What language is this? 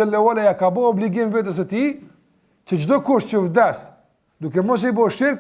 Albanian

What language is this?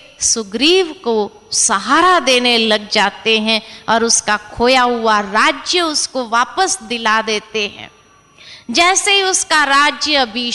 Hindi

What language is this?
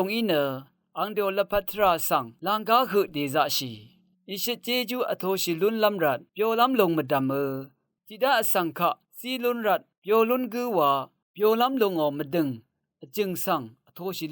Rawang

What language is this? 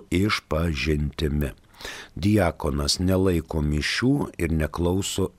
Lithuanian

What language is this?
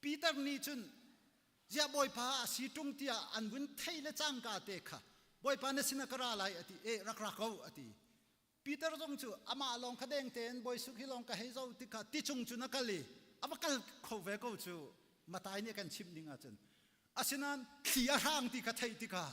Hakha Chin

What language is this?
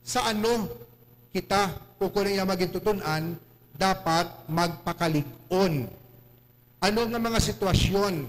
Hiligaynon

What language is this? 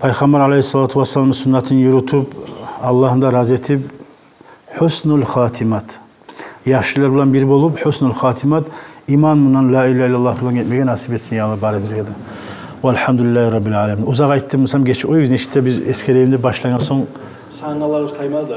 Kumyk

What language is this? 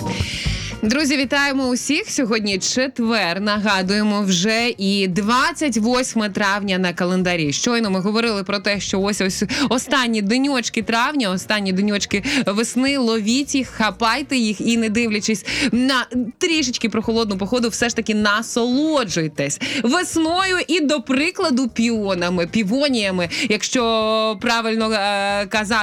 Ukrainian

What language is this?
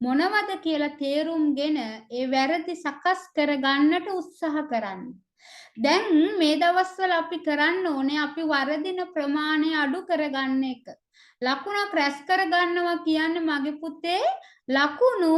Sinhala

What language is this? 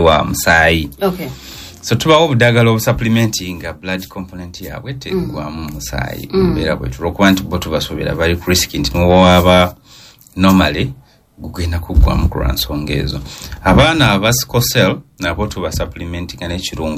Ganda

